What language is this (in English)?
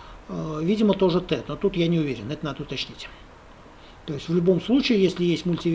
Russian